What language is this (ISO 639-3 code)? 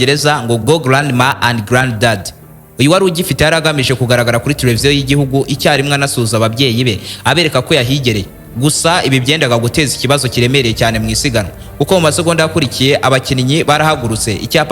kin